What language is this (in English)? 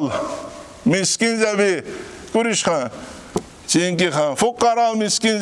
Avaric